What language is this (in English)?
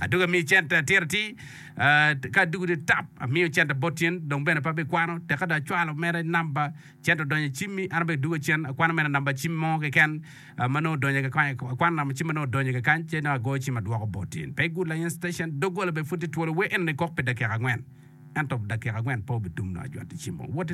Acoli